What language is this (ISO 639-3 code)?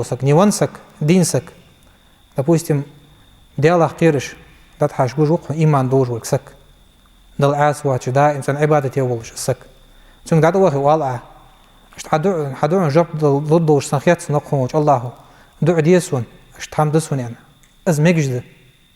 inh